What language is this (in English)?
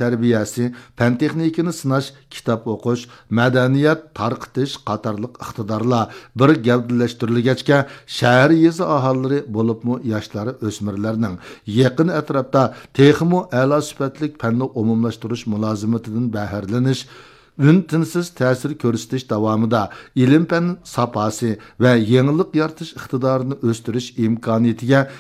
Uyghur